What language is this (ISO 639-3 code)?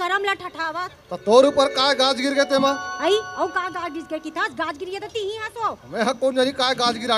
hne